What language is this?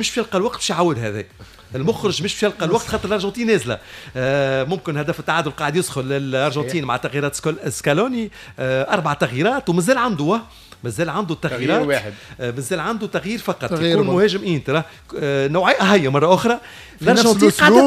Tunisian Arabic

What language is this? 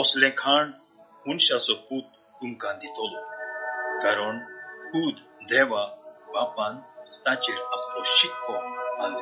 Konkani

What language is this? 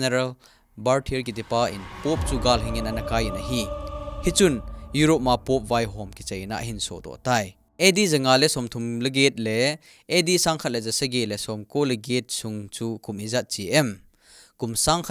Thado Chin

